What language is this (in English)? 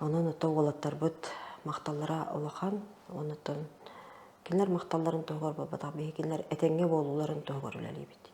Yakut